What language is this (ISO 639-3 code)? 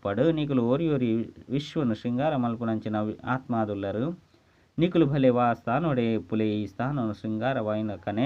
tcy